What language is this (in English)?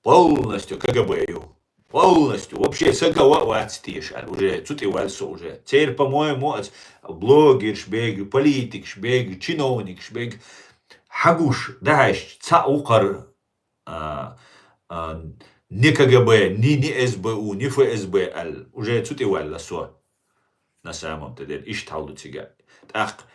Chechen